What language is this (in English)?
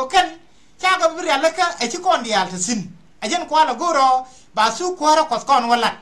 Nuer